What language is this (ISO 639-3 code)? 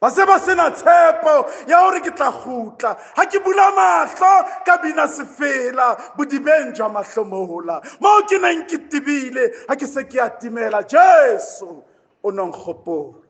sot